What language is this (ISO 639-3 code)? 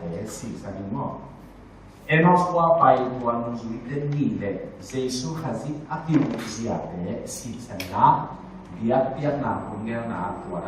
ctd